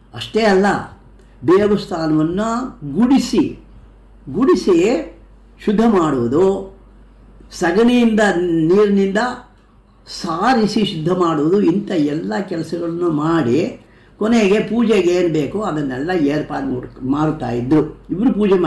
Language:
Kannada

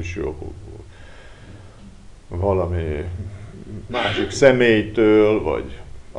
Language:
Hungarian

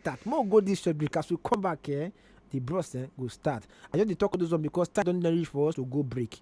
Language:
Nigerian Pidgin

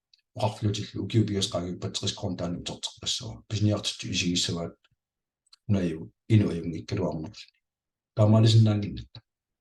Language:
Kalaallisut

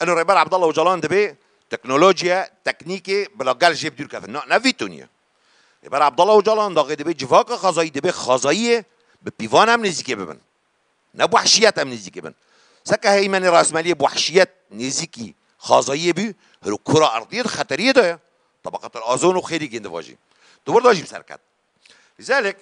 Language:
Kurdish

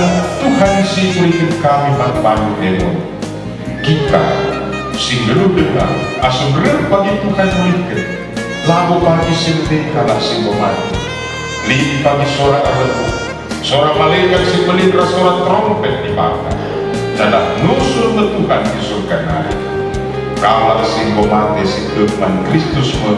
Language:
Batak Karo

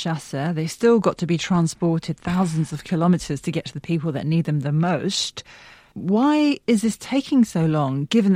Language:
English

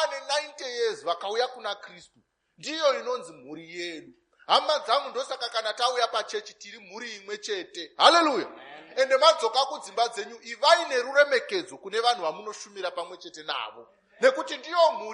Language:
Shona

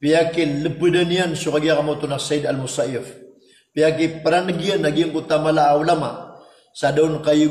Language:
Maranao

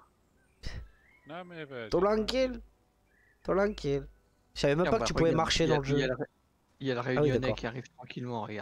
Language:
French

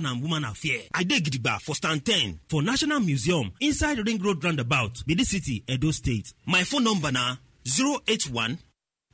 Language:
Nigerian Pidgin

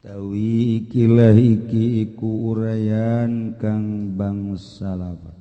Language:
Sundanese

